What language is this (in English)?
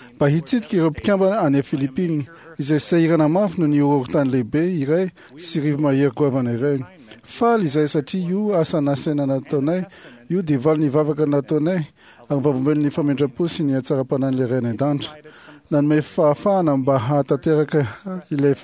Malagasy